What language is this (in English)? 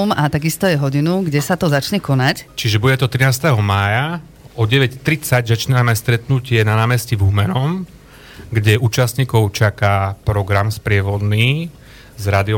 Slovak